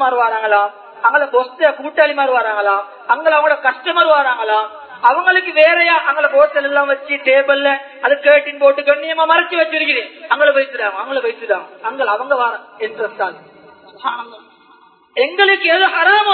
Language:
Tamil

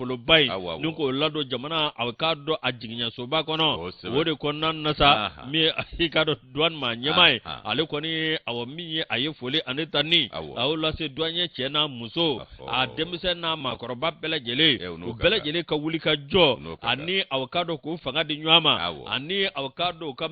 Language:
Bambara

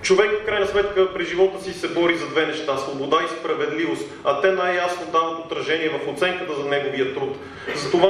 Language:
Bulgarian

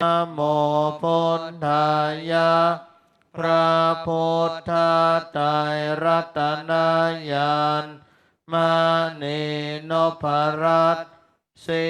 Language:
Pali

